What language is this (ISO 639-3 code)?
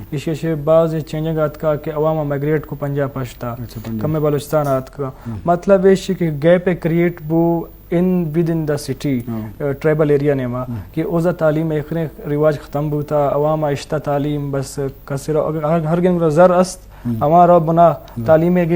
bgp